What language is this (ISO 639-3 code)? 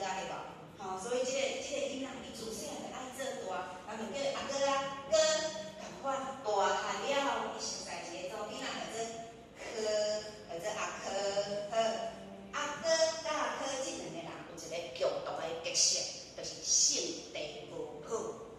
nan